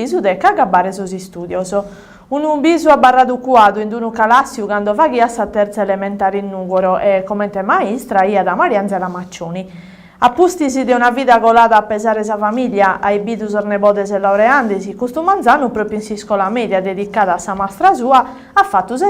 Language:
Sardinian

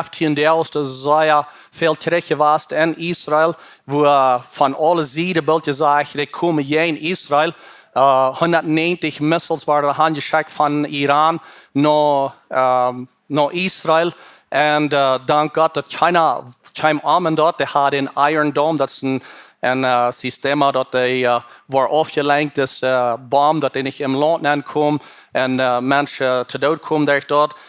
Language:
Plautdietsch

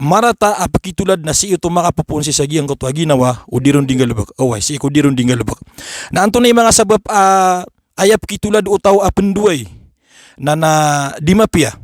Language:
Maranao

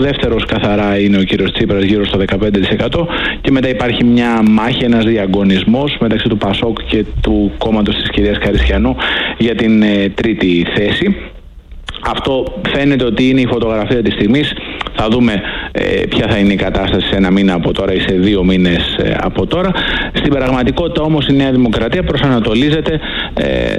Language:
Greek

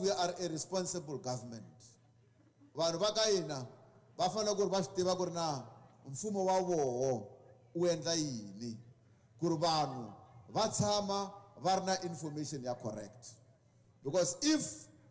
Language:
Tsonga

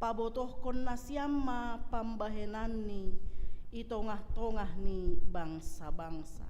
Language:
Batak Simalungun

